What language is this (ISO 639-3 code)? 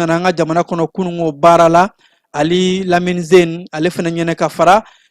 bam